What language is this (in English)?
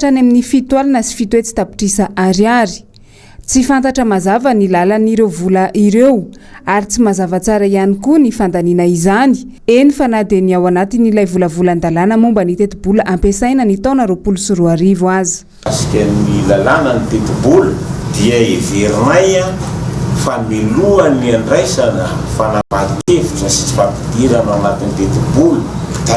Malagasy